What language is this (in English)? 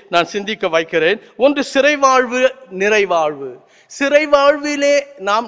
Tamil